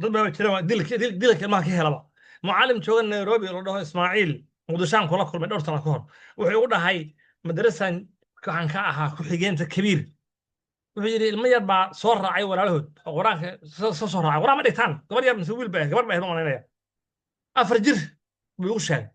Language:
Somali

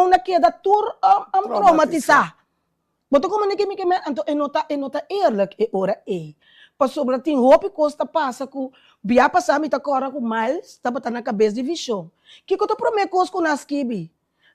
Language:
Papiamento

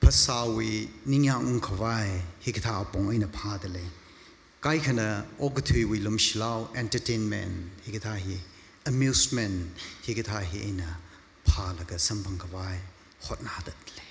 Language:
Tangkhul Naga (India)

